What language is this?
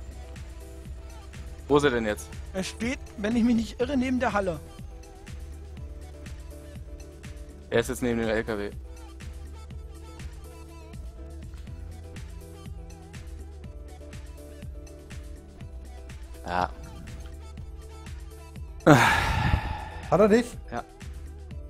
German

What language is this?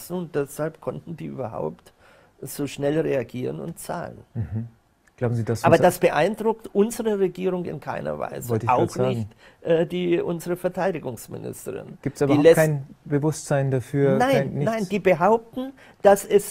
German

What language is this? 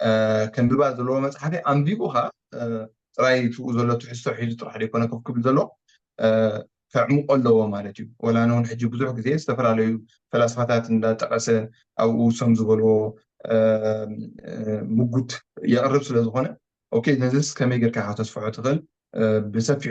Tigrinya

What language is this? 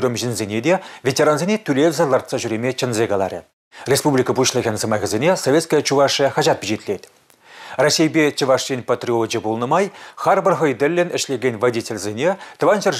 Chuvash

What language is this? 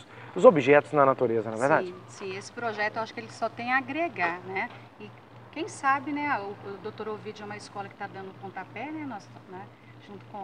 Portuguese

